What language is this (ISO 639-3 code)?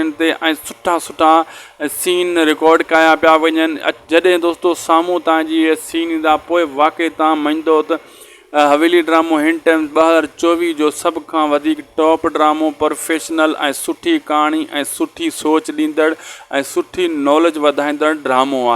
snd